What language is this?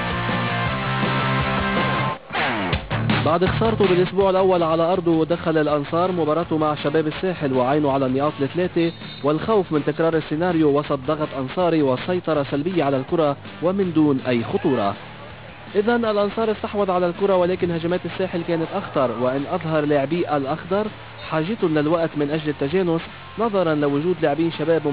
Arabic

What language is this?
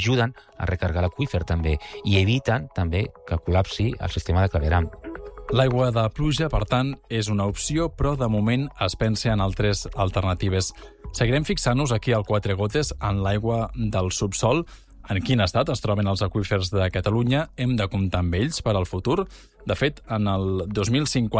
Catalan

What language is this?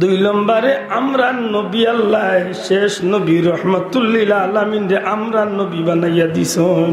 Sylheti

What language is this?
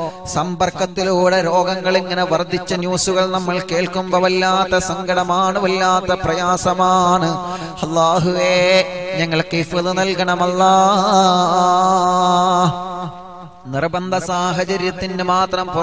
Malayalam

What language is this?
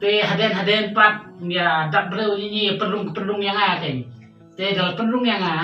Khasi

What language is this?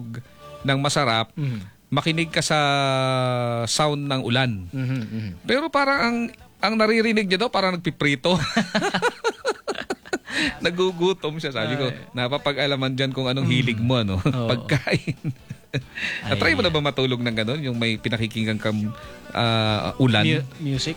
Filipino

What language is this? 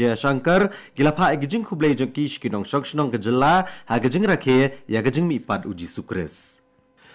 Khasi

